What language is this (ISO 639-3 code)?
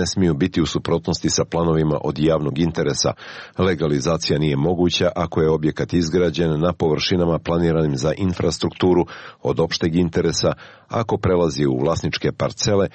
srp